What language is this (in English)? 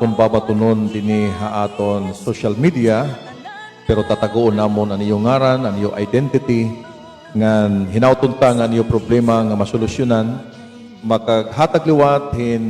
Waray